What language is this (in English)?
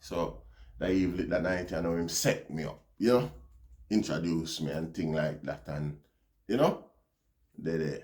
Jamaican Creole English